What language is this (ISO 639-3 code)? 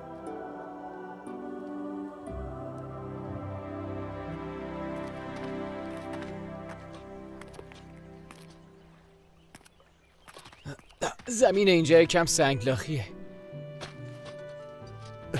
fas